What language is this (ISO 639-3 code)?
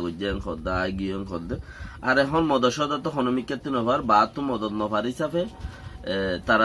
rhg